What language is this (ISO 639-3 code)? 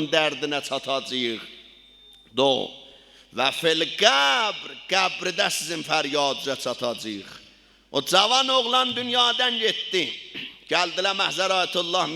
azb